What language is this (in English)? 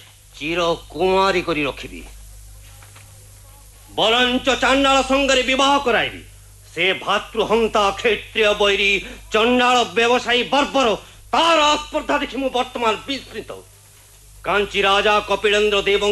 Odia